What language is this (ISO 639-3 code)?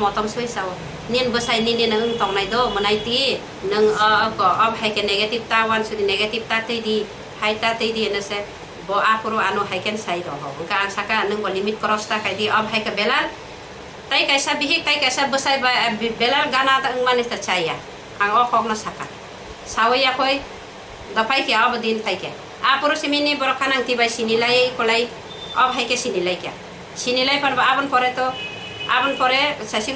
trp